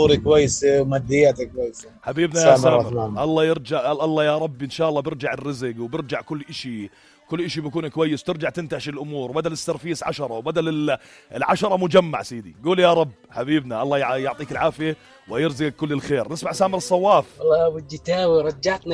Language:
North Levantine Arabic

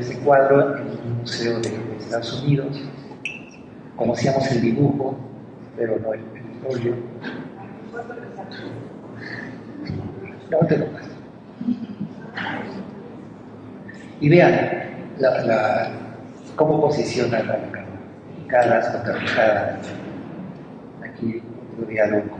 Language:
Spanish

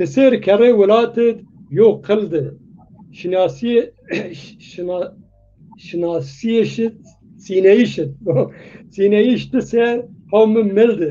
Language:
Zaza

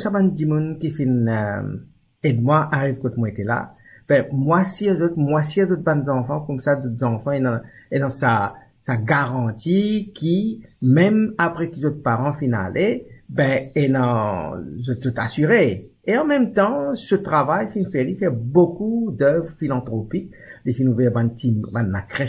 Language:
Morisyen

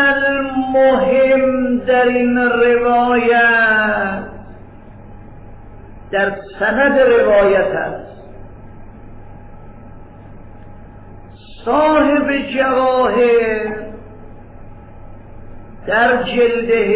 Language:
Persian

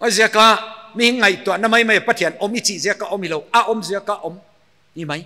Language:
Paite Chin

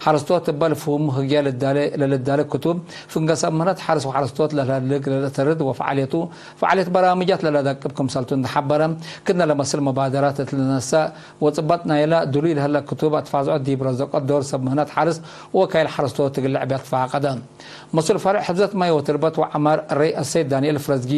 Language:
Tigre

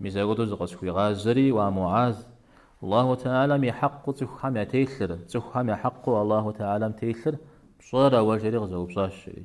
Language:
Kabardian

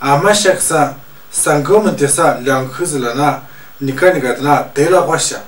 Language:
Tu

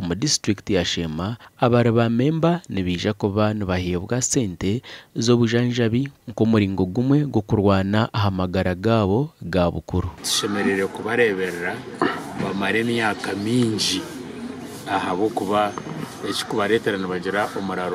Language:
Nyankole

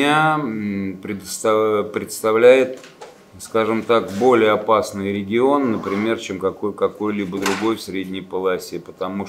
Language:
Russian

